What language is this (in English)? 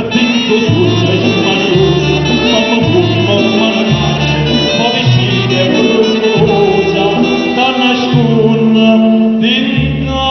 Neapolitan